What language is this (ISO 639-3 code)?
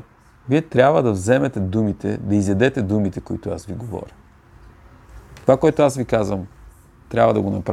bul